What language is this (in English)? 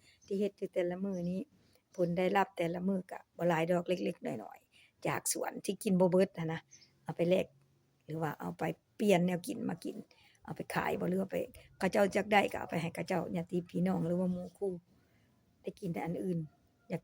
Lao